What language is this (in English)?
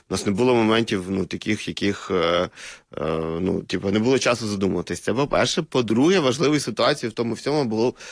Ukrainian